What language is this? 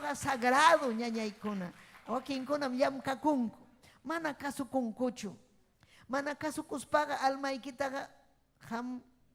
Ayacucho Quechua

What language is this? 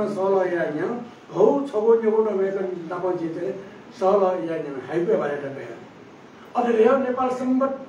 Newari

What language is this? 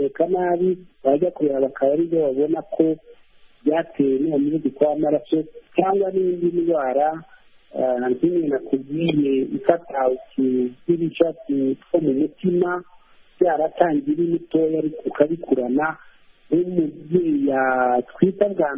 Kinyarwanda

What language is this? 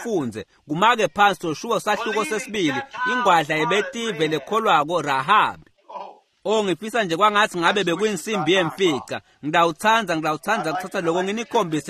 Swati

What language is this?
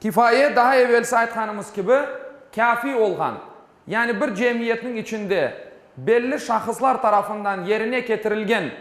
Crimean Tatar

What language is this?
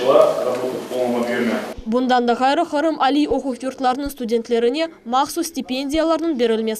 Crimean Tatar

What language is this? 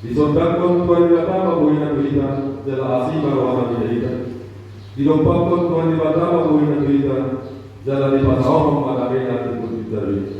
Batak Toba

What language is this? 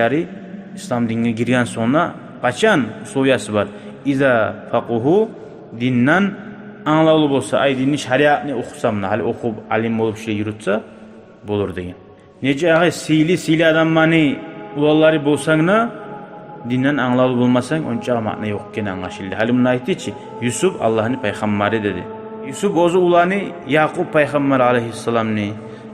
Kumyk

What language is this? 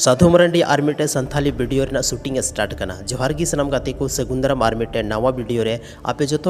Santali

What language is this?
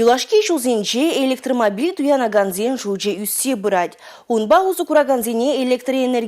Chuvash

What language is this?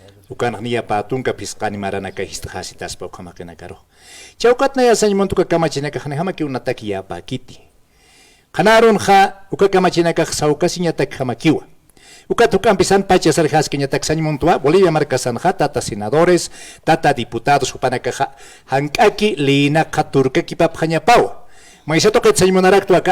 Aymara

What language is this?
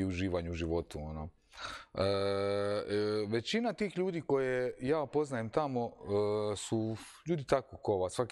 Croatian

